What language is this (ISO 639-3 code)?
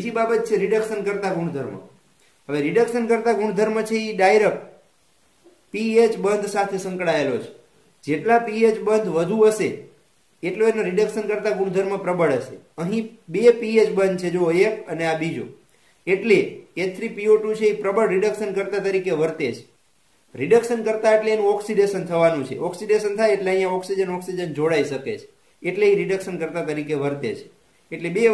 guj